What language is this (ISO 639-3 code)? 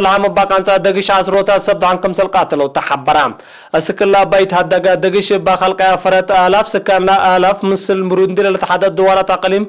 tig